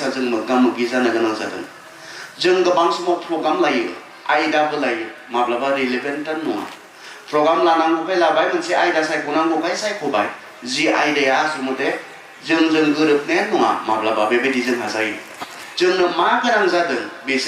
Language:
Bodo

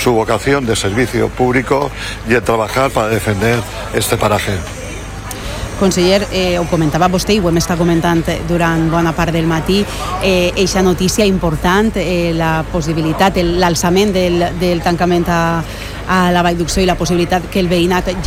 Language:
Catalan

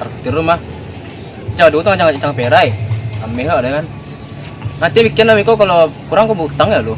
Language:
Minangkabau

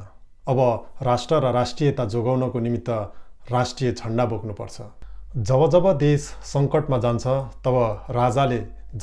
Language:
Nepali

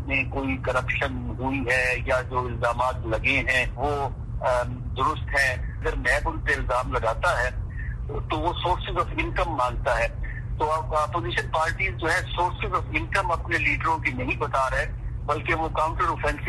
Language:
Urdu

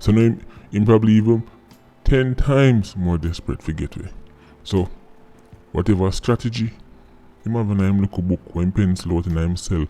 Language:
Jamaican Creole English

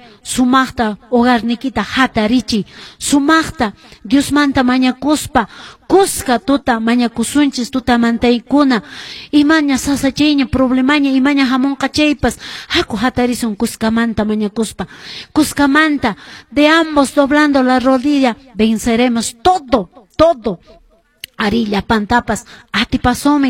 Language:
Quechua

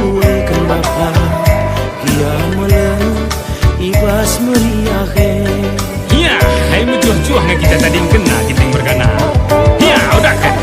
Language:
Batak Karo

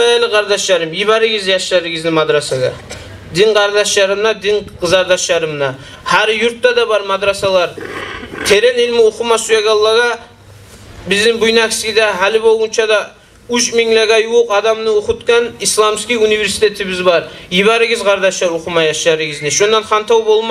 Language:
Kumyk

